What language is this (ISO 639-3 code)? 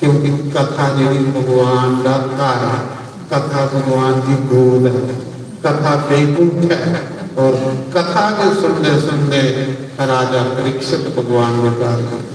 doi